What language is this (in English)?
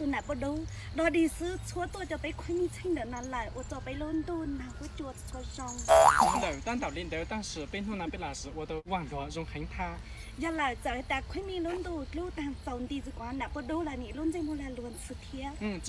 Hmong